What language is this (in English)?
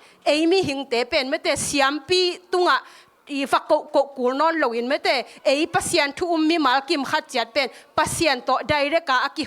Tedim Chin